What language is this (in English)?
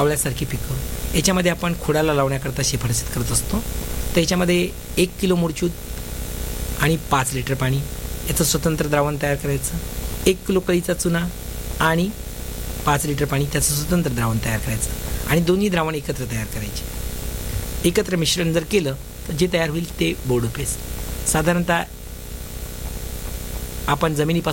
Marathi